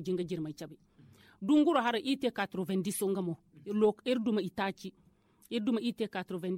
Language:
Zarma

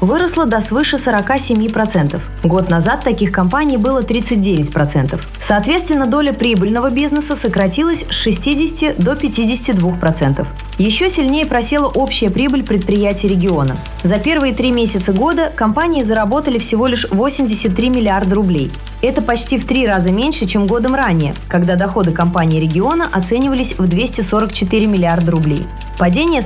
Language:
Russian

